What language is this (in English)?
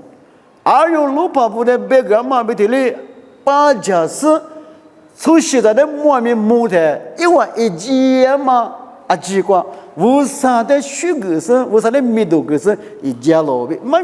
Lisu